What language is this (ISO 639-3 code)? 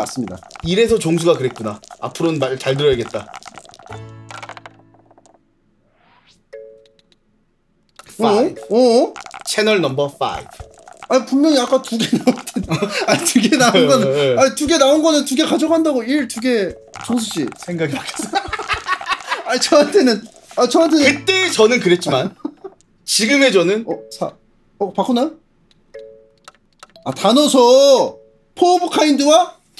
kor